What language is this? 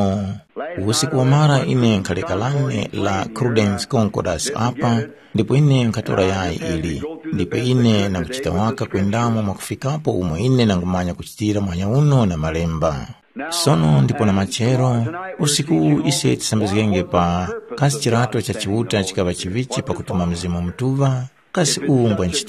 Tumbuka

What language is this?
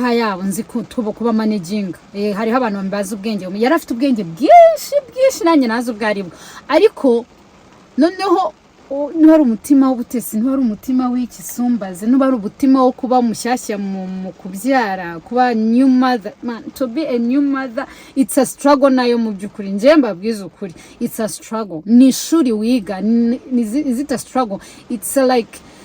Kinyarwanda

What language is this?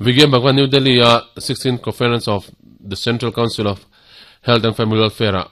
Mizo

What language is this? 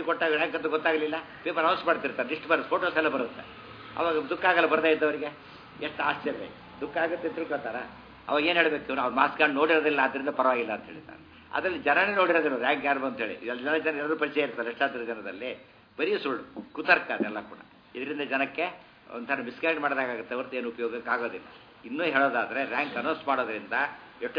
Kannada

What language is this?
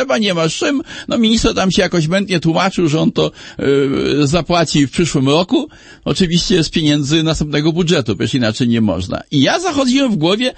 Polish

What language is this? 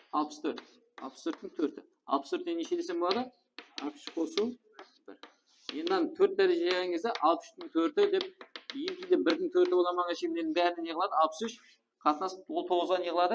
Kara-Kalpak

